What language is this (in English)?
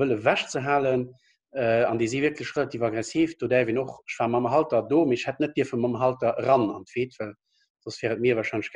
Luxembourgish